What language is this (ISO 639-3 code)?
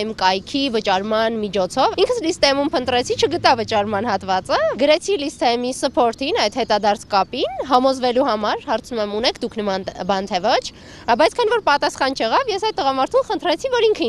hye